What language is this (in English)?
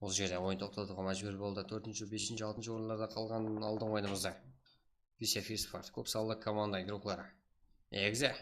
Kara-Kalpak